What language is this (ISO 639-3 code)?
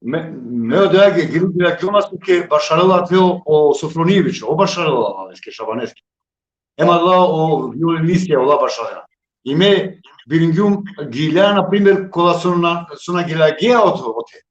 rmn